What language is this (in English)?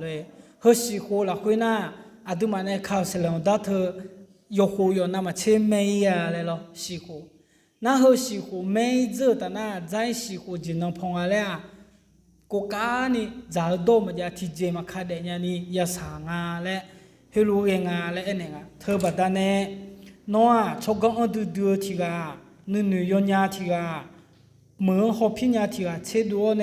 Akha